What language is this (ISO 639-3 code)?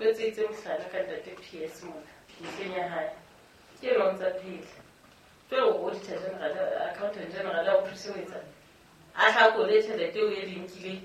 sot